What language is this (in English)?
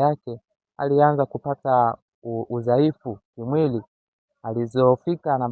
Swahili